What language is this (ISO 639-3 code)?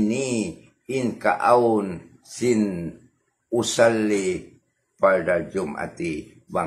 tsg